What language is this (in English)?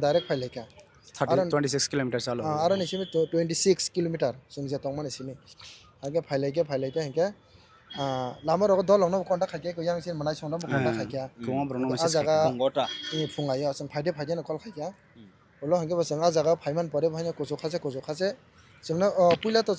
Kok Borok